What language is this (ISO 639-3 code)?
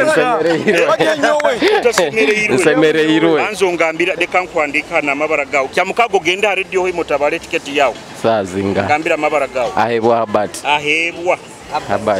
nyo